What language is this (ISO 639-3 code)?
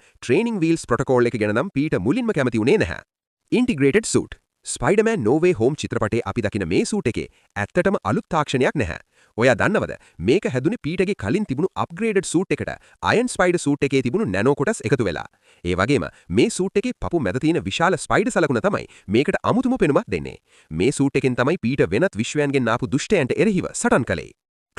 sin